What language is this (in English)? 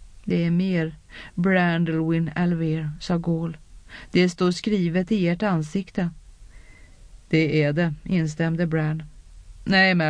Swedish